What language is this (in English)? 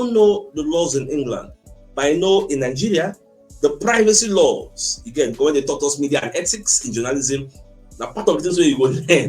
Nigerian Pidgin